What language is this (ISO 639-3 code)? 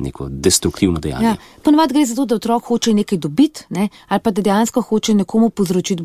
slv